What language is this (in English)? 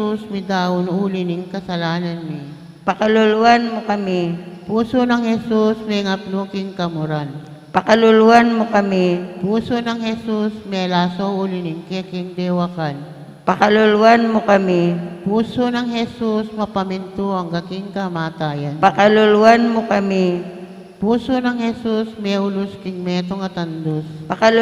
Pampanga